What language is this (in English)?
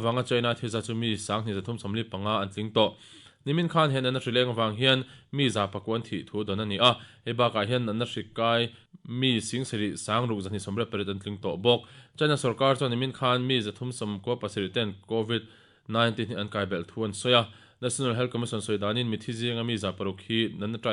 Mizo